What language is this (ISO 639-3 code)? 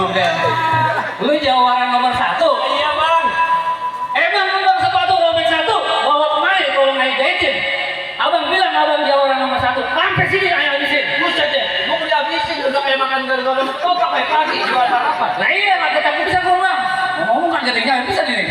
bew